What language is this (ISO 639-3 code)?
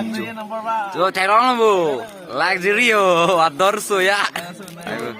mjw